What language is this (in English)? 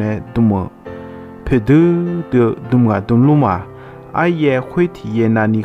Akha